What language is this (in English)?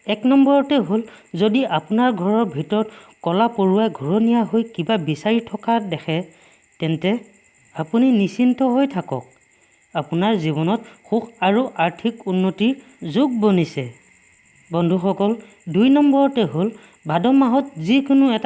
Assamese